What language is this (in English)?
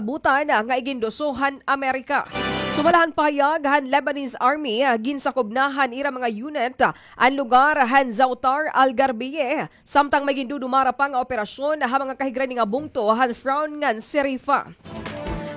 Waray